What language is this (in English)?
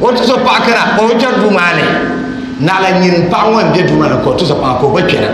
Dagbani